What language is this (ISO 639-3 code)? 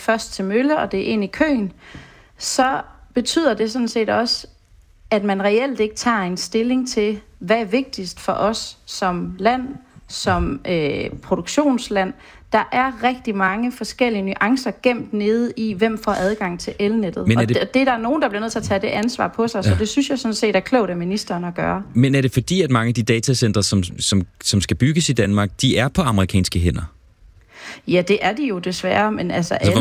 dan